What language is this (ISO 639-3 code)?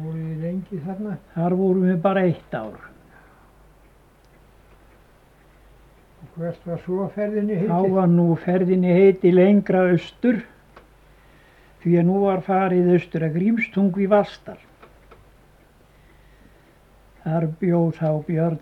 isl